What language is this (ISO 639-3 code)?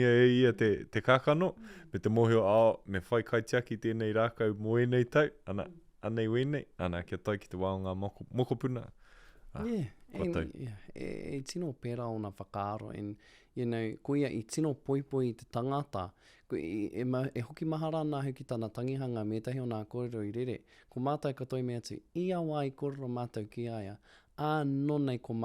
mri